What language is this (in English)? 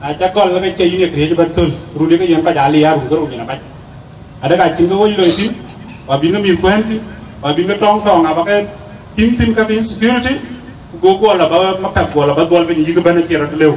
Dinka